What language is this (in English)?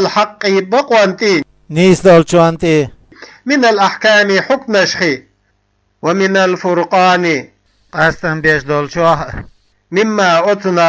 Chechen